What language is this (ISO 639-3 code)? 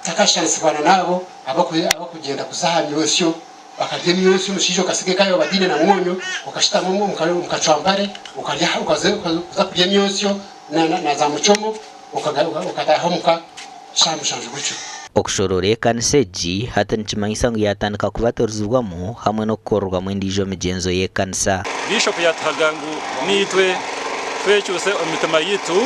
nyn